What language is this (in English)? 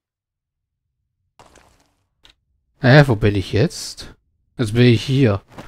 German